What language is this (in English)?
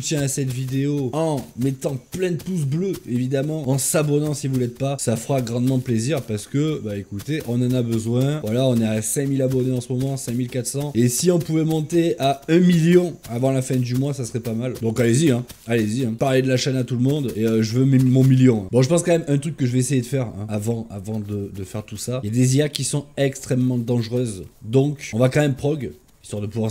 French